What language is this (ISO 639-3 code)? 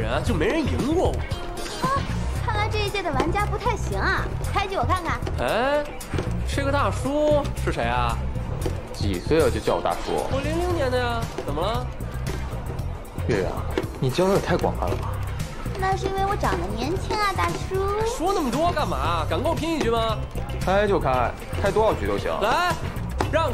zho